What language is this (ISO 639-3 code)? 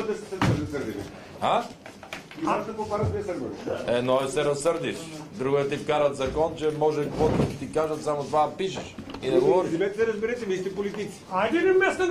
bul